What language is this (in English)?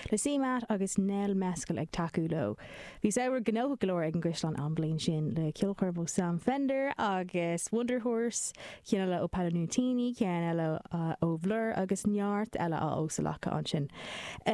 Irish